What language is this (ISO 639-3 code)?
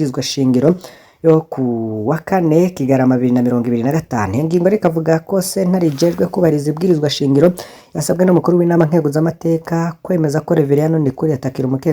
run